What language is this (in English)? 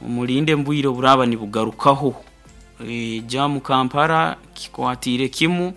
Nyoro